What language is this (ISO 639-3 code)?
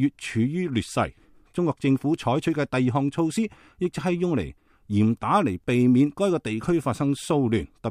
yue